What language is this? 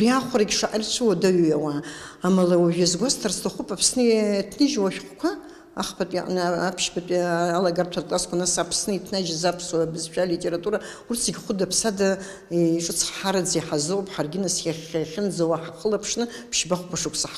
Abkhazian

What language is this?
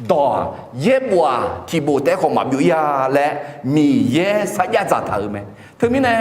Akha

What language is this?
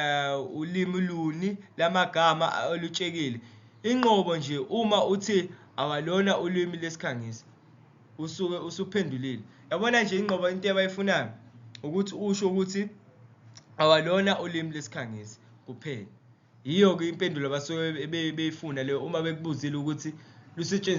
Zulu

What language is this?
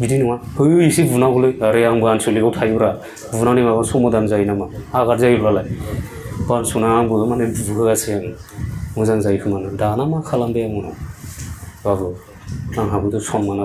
Bodo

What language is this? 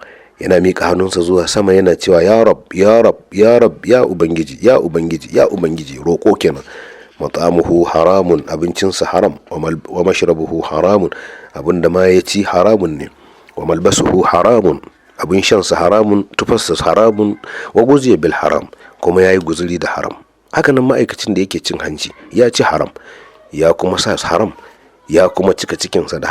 Hausa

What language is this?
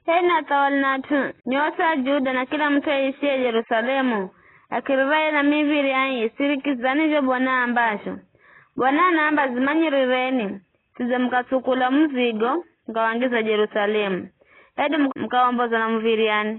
Giryama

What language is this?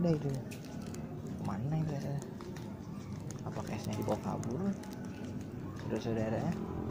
Indonesian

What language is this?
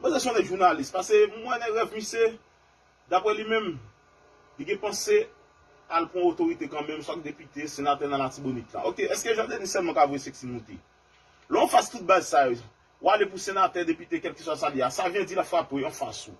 Haitian Creole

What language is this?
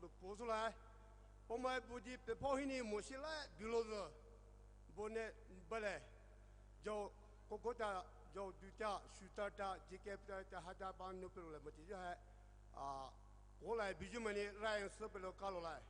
Poumei Naga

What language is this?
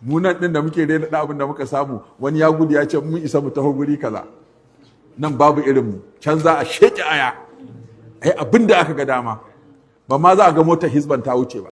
Hausa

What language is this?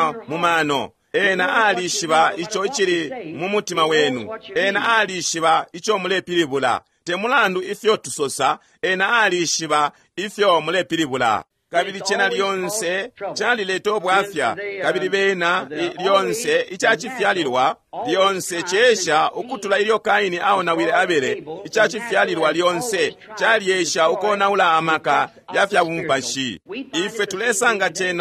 Bemba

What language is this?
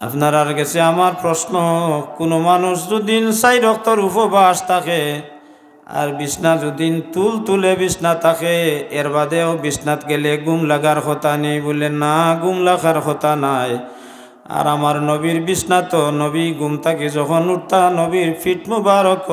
Sylheti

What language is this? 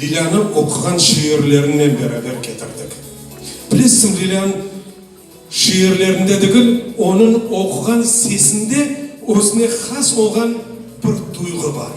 Crimean Tatar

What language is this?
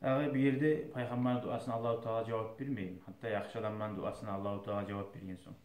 Kumyk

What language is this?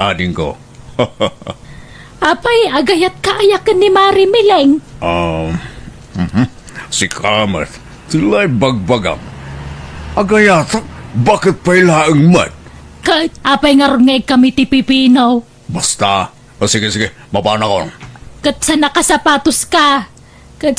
Iloko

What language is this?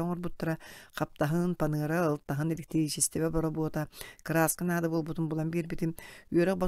Yakut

